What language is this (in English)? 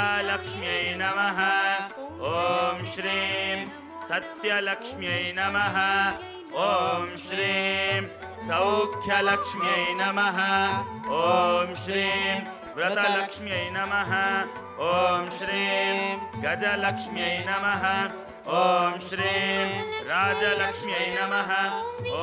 Telugu